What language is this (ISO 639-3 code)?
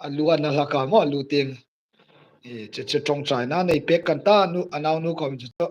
hmr